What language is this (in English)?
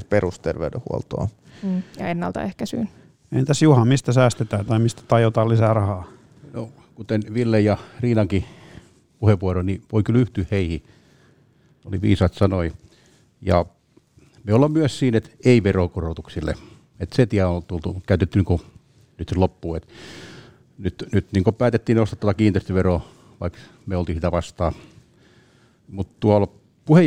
Finnish